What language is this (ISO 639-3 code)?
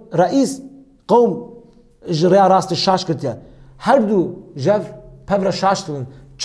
kur